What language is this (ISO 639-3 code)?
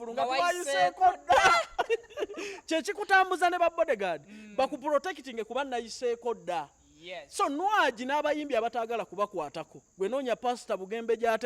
lug